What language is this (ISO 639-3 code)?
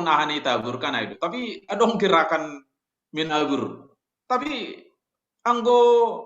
bts